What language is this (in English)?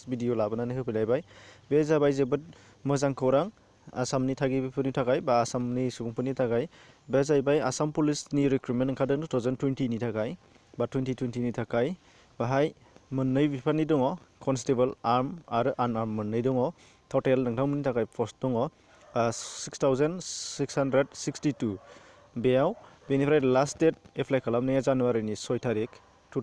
Bodo